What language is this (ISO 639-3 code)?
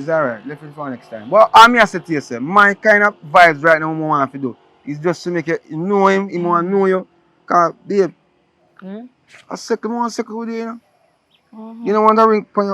jam